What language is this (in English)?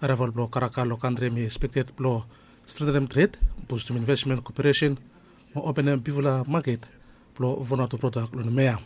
Bislama